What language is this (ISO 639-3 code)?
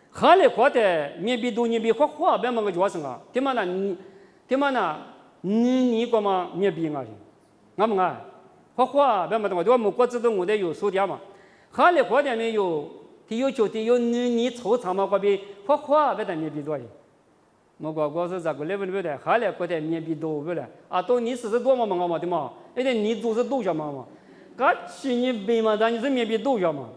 lis